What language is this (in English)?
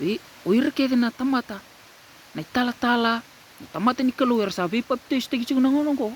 Fijian